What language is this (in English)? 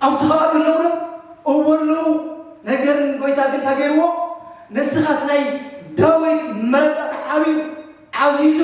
Tigrinya